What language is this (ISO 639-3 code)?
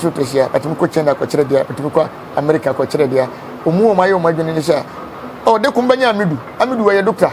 aka